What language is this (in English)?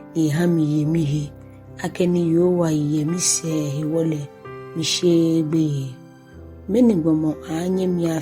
Ga